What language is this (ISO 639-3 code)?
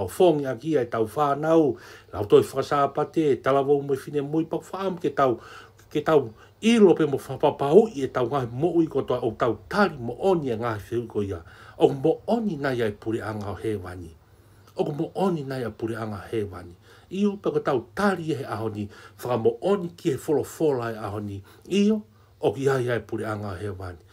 ton